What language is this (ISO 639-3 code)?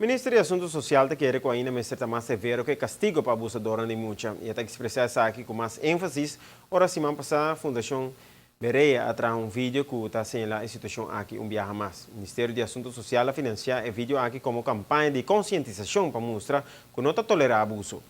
pap